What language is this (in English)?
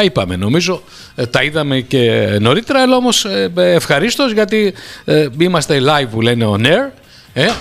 Greek